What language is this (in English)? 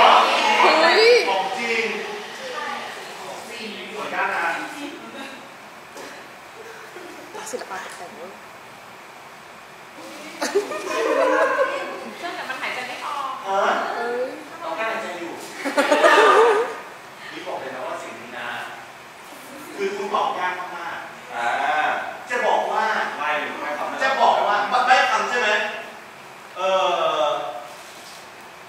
Thai